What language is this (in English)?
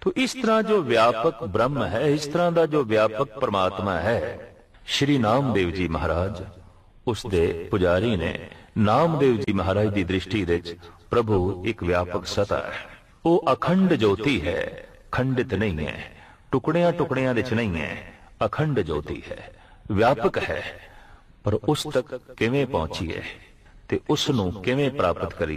Punjabi